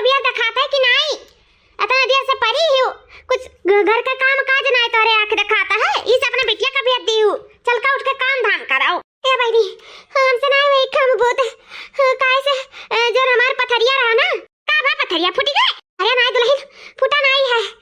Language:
Awadhi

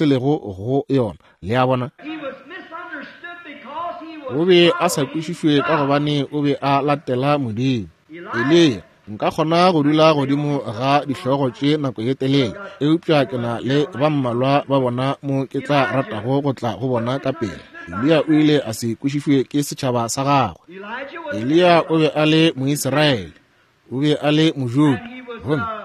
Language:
Northern Sotho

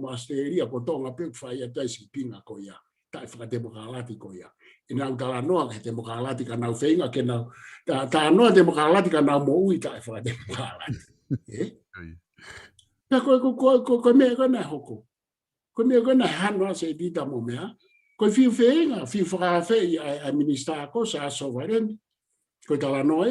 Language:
Tongan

